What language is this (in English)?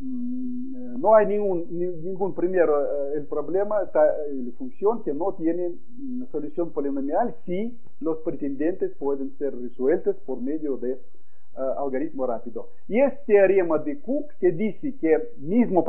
Spanish